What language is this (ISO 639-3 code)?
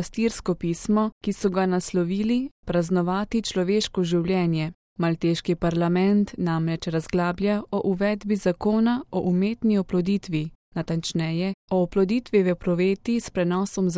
slv